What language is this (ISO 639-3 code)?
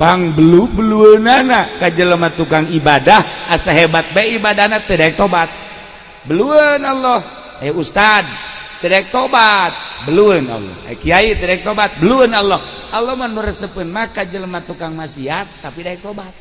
sun